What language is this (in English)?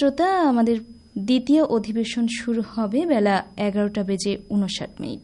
Bangla